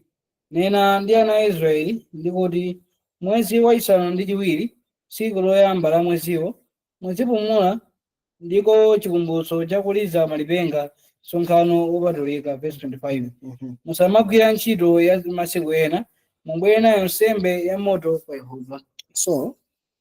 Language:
Nyanja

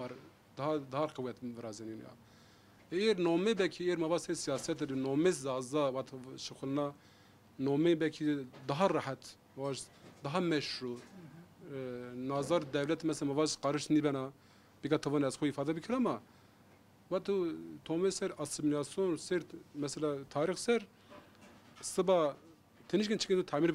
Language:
Zaza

